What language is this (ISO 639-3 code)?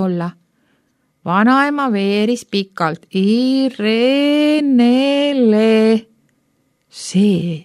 est